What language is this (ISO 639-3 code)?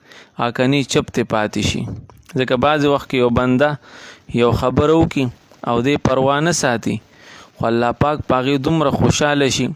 pus